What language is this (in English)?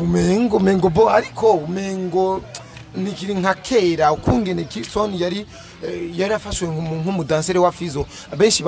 Rundi